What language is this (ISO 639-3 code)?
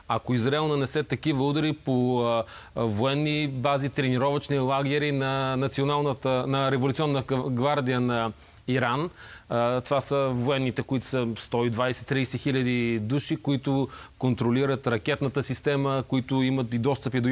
bul